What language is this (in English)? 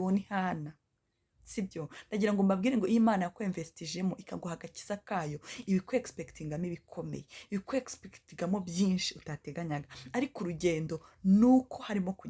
Kinyarwanda